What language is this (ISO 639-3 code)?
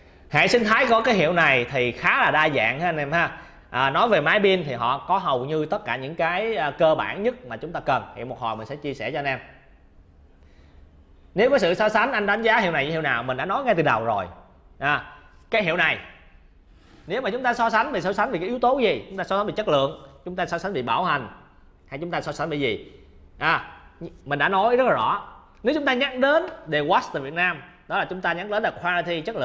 vie